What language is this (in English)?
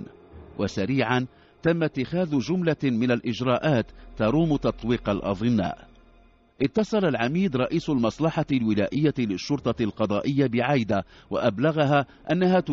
Arabic